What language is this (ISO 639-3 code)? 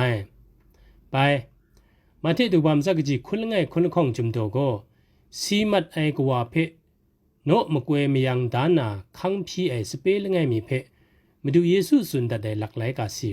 kac